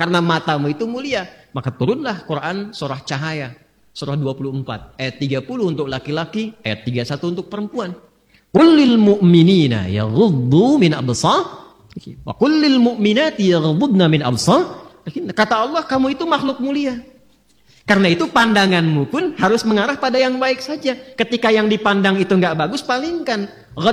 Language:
Indonesian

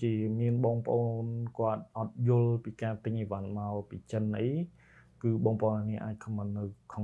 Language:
Khmer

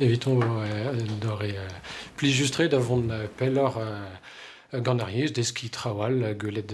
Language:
Breton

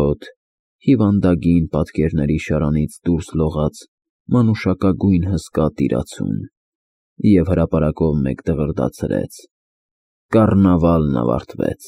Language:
Armenian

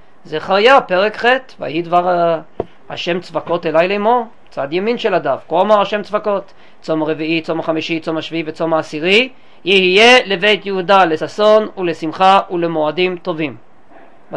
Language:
Hebrew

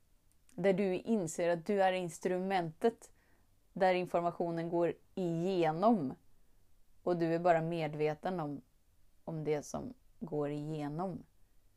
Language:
Swedish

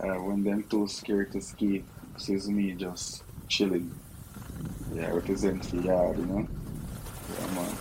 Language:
Jamaican Creole English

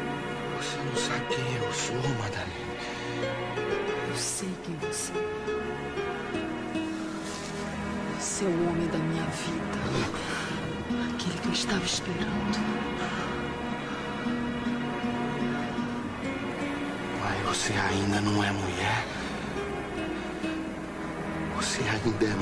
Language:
Portuguese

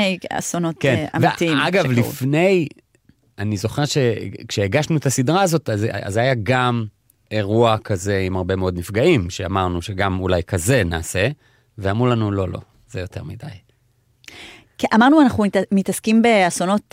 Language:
Hebrew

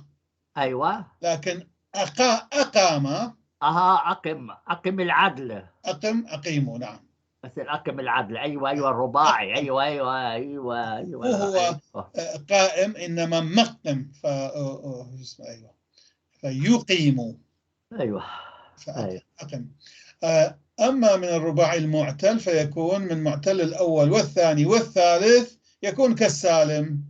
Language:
North Levantine Arabic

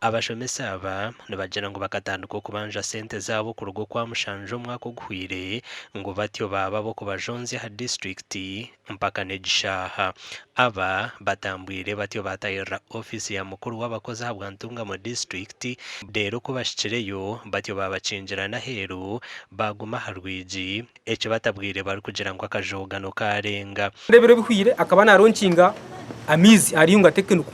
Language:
Nyankole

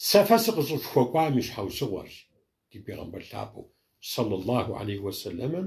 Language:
Kabardian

